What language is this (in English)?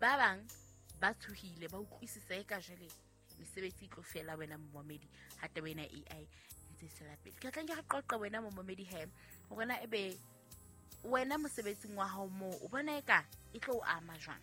Southern Sotho